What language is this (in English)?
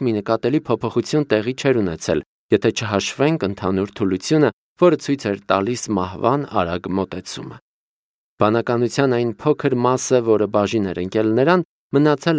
Armenian